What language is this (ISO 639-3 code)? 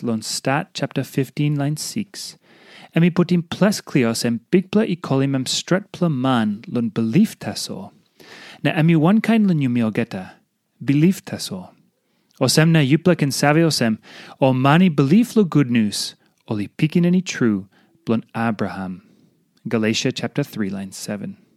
tpi